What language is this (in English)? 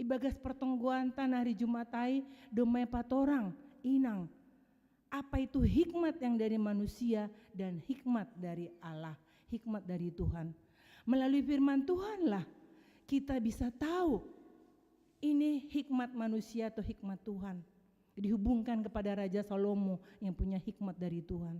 Batak Simalungun